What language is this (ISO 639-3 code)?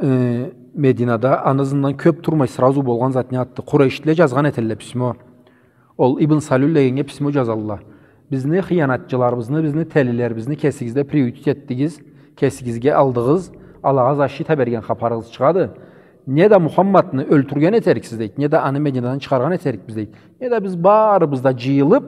krc